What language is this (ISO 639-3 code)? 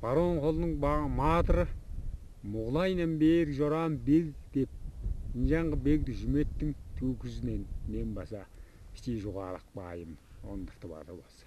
tyv